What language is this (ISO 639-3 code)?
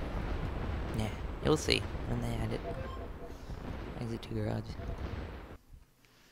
eng